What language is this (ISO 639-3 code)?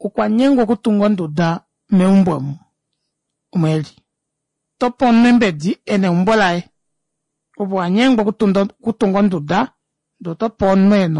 kua